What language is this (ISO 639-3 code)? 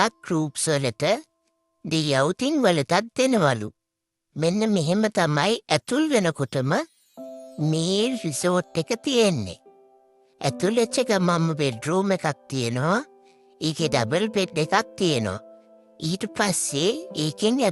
sin